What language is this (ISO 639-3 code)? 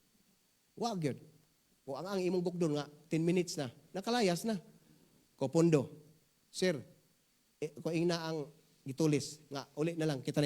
ceb